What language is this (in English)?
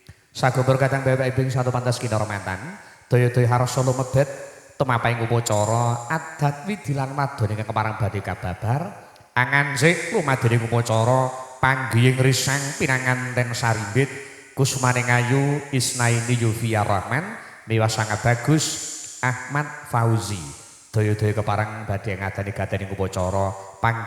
Javanese